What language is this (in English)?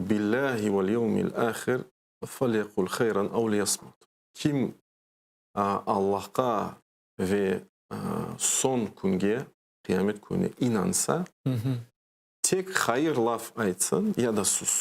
Crimean Tatar